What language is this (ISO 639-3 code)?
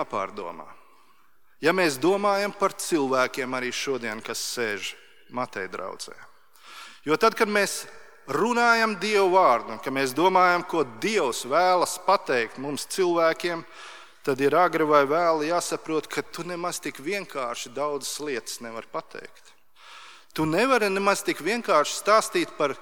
lav